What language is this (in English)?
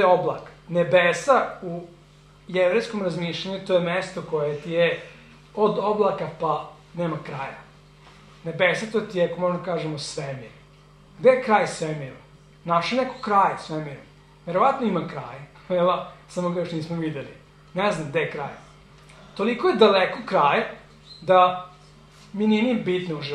Serbian